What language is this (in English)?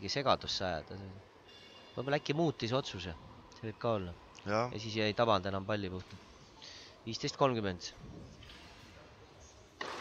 Estonian